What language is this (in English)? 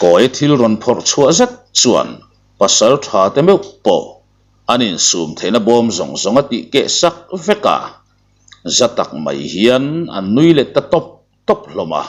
Mizo